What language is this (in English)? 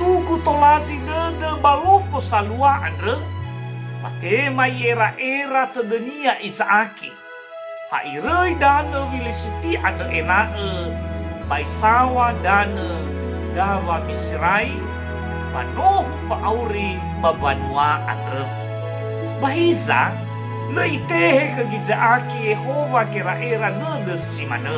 Nias